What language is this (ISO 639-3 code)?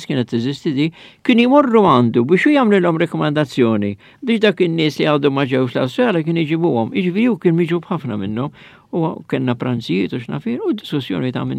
mlt